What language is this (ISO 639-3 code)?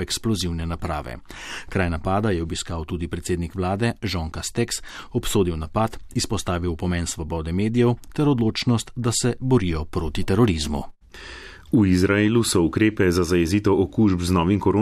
slv